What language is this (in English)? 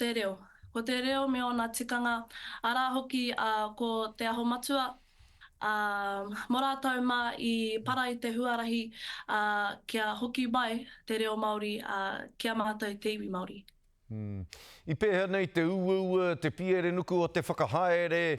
Māori